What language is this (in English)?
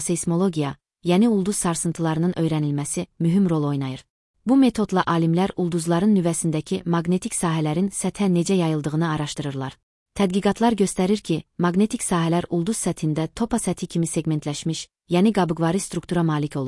Azerbaijani